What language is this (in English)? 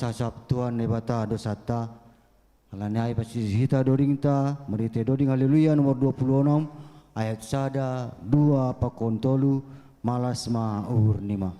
Batak Simalungun